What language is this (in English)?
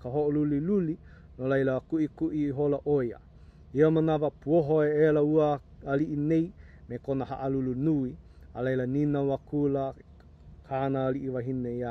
Hawaiian